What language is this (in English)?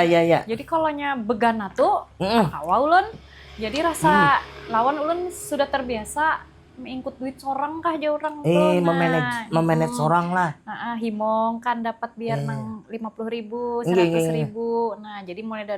Banjar